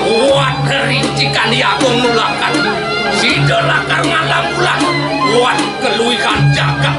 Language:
Balinese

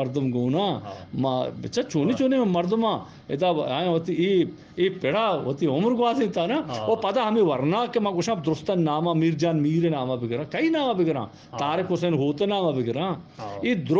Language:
Eastern Balochi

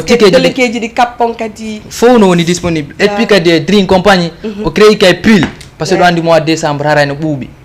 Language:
Fula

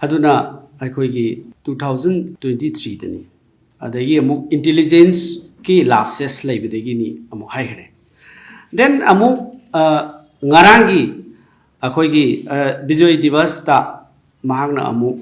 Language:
Manipuri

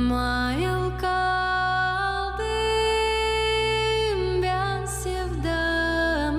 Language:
Gagauz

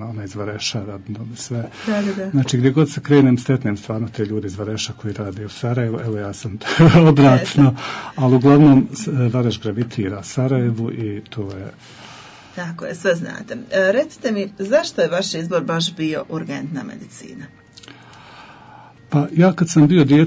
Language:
Bosnian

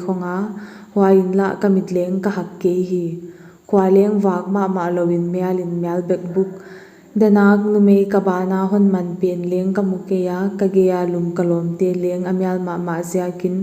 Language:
Paite Chin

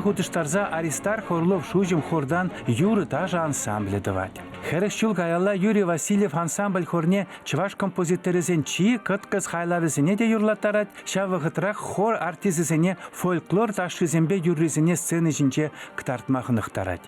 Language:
Chuvash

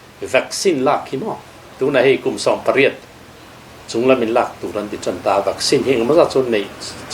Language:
Mizo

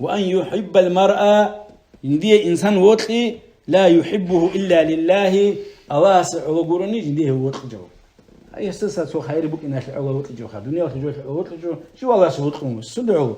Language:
Avaric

